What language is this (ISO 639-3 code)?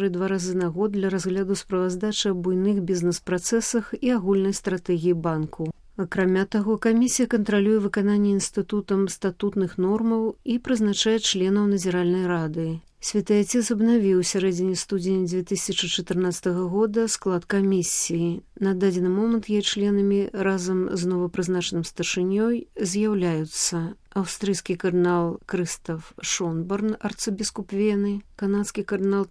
bel